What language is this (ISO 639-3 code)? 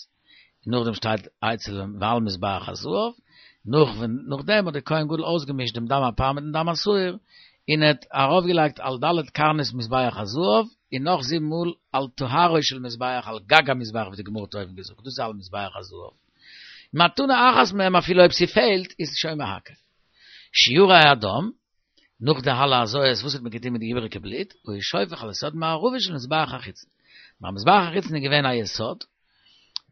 yid